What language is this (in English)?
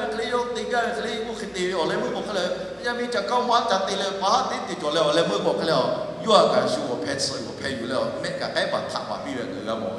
Lahu